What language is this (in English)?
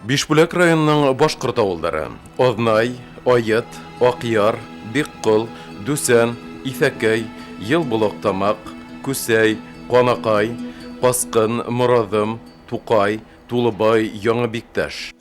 Bashkir